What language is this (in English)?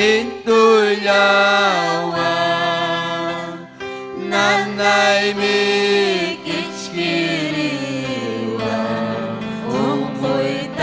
Ayacucho Quechua